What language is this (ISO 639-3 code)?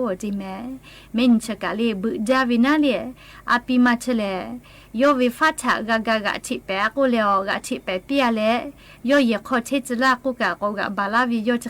lhu